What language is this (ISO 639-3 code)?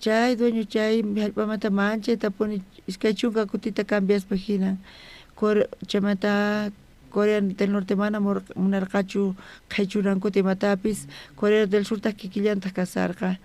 quh